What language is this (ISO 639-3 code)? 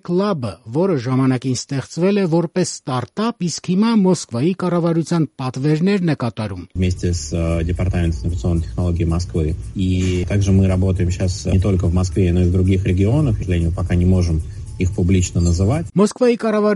hye